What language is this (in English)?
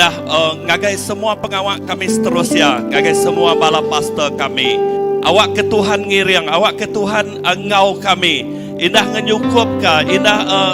Iban